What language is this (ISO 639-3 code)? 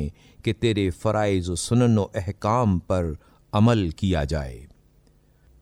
urd